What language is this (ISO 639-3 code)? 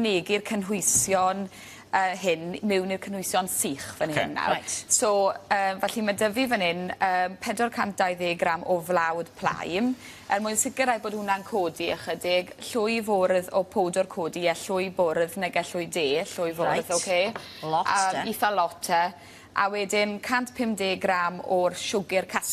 cym